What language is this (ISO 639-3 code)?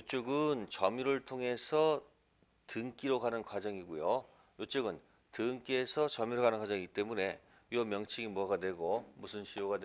kor